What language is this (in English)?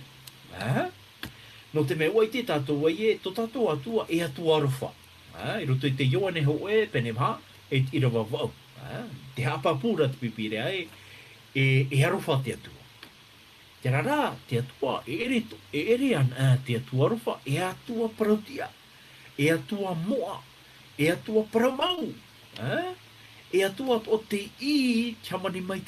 Tahitian